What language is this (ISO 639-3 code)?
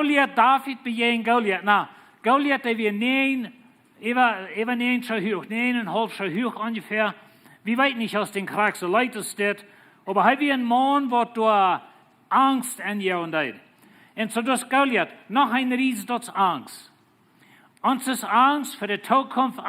pdt